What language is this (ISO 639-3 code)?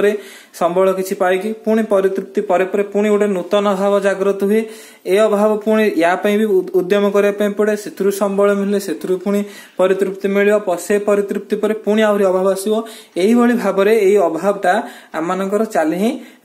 ori